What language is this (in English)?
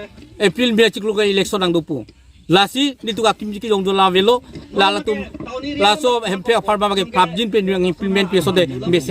Karbi